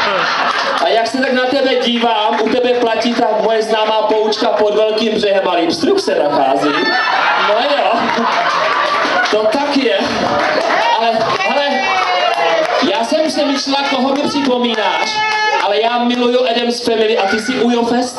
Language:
Czech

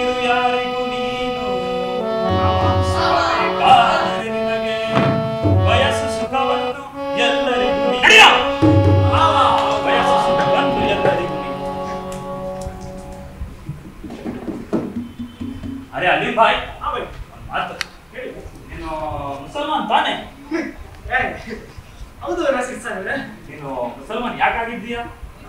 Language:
Kannada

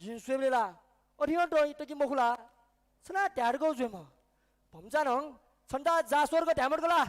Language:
Newari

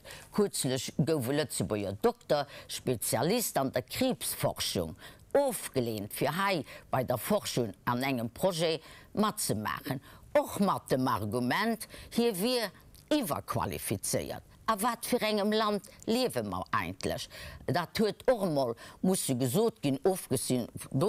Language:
Luxembourgish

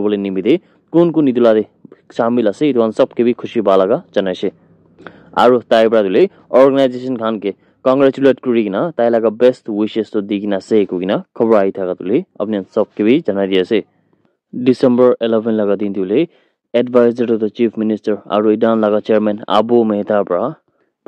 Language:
Naga Pidgin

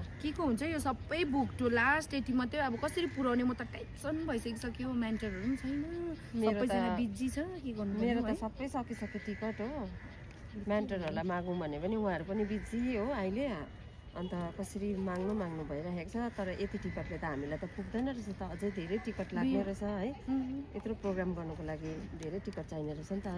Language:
Nepali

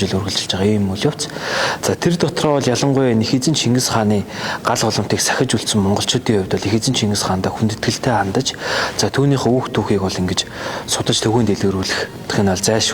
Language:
Mongolian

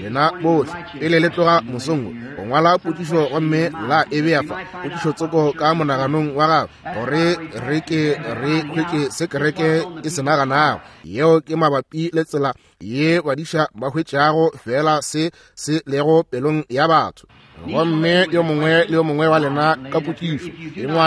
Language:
Northern Sotho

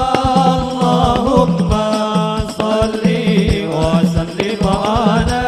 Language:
Madurese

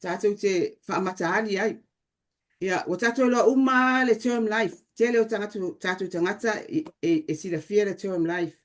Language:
Samoan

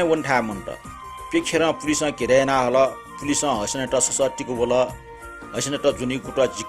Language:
Newari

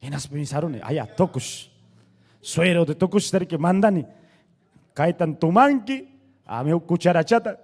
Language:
Ayacucho Quechua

